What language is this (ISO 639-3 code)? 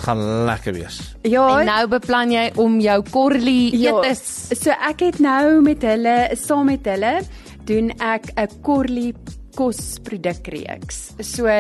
afr